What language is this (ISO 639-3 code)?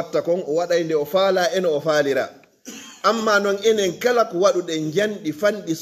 ful